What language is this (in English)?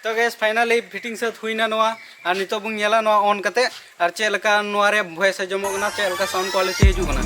Santali